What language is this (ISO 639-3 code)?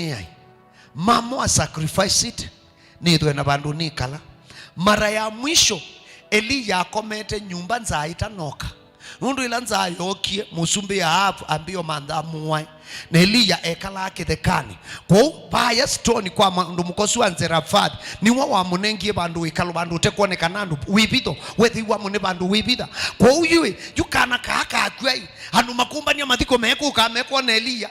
kam